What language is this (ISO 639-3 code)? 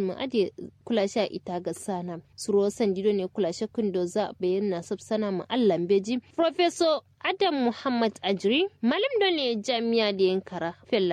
kau